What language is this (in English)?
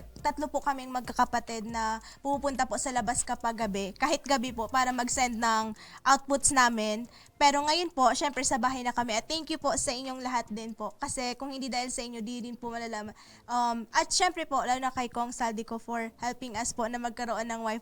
Bikol